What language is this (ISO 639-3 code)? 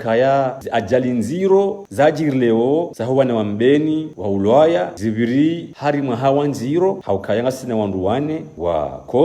zdj